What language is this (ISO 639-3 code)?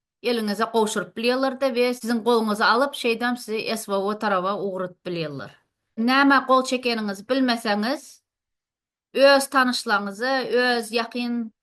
tuk